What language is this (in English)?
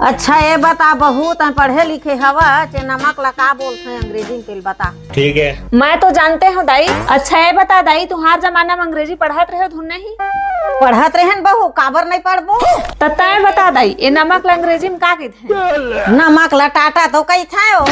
Chhattisgarhi